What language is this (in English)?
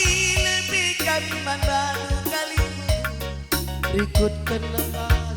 Batak Karo